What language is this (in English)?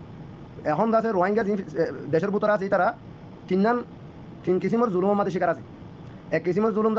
Rohingya